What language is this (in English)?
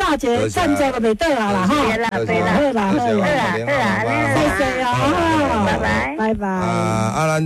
Min Nan Chinese